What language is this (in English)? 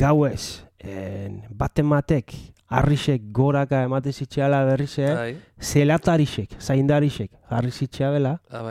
Basque